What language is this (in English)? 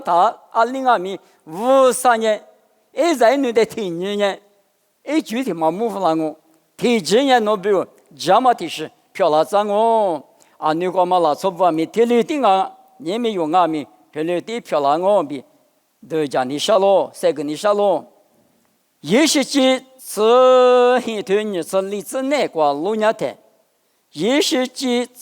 Lisu